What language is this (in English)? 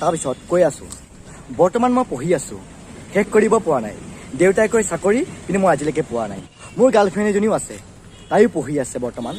Assamese